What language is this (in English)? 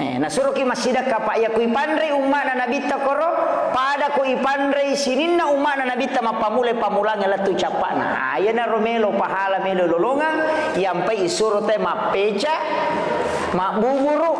Buginese